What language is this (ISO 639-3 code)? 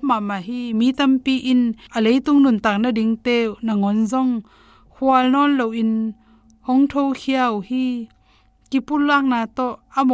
ctd